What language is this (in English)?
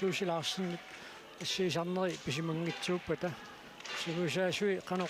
Kalaallisut